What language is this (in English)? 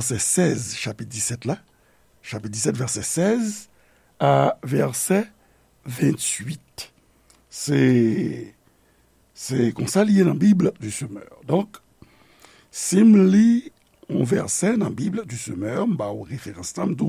Haitian Creole